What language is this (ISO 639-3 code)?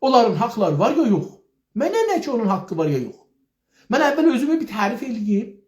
azb